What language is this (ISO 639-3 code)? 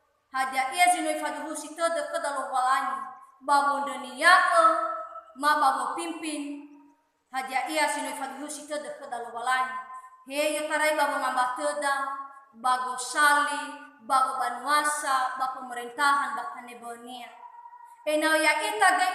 nia